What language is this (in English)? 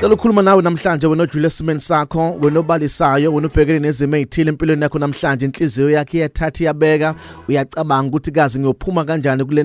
Zulu